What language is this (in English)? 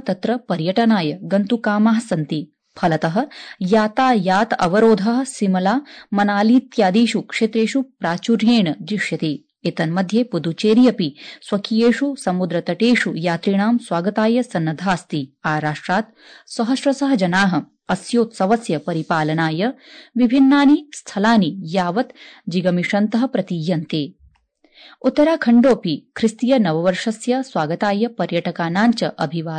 Sanskrit